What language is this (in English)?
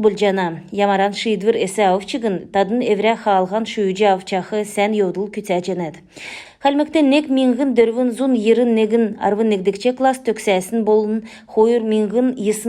Kalmyk